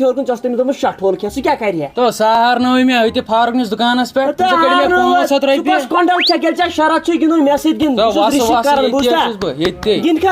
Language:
Kashmiri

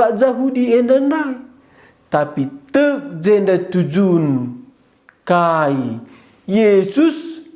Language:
Batak Karo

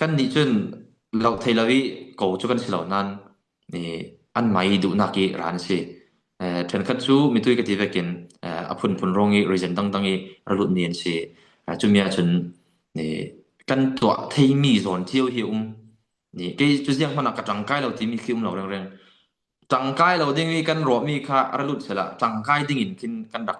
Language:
Falam Chin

